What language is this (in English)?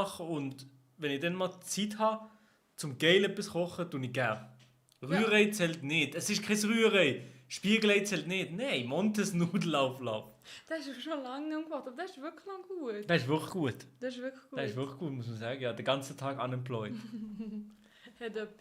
Swiss German